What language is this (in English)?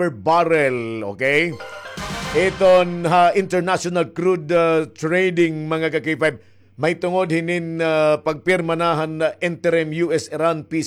Waray